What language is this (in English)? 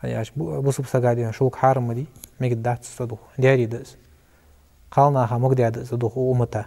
Ingush